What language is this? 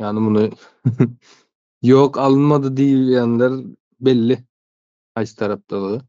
Turkmen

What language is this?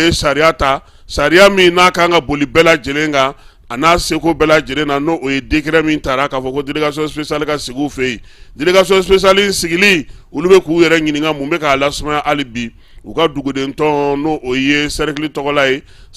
Bambara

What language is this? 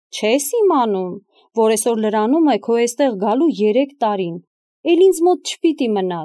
Armenian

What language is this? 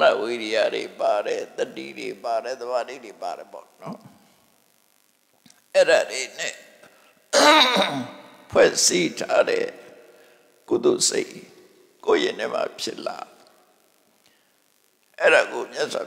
Burmese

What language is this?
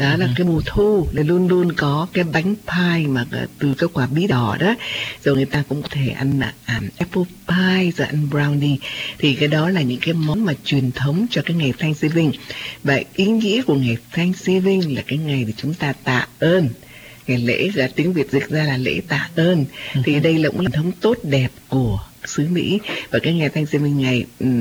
Vietnamese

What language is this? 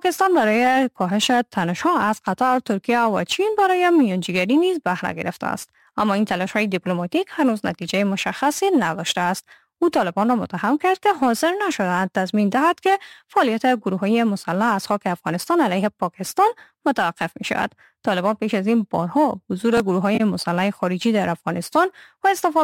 Persian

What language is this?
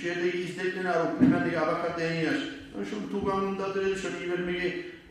Kumyk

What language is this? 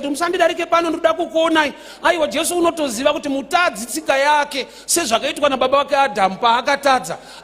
Shona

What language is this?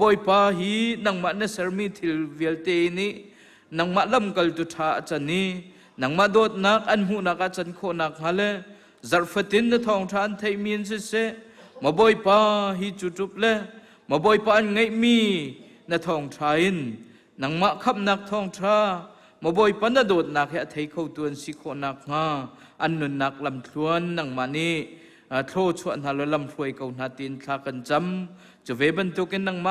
Hakha Chin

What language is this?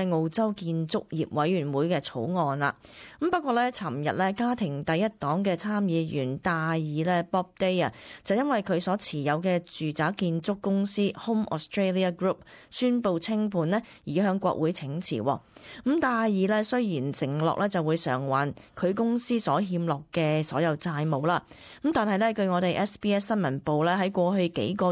Cantonese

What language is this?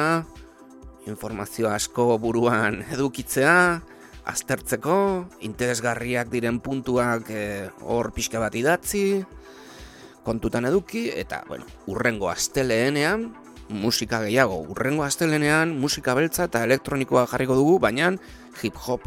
Basque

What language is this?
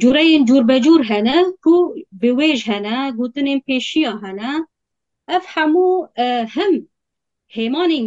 Kurdish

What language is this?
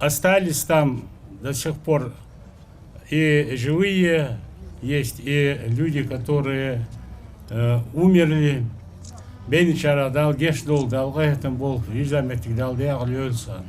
Ingush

